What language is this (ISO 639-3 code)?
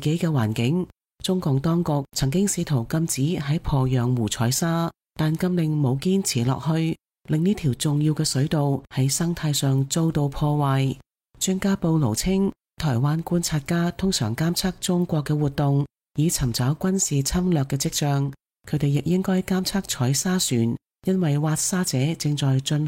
yue